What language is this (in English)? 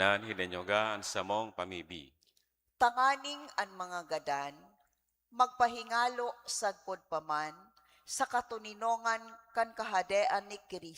Bikol